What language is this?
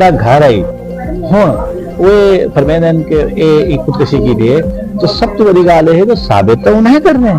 Saraiki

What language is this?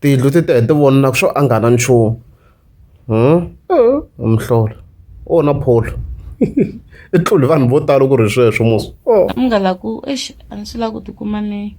Tsonga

